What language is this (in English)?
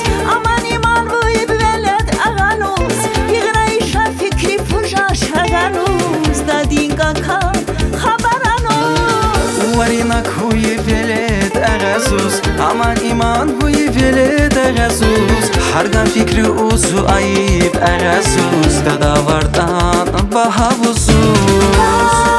Tabassaran